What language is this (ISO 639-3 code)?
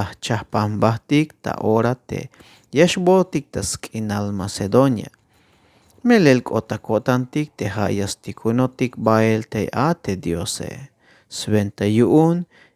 tzh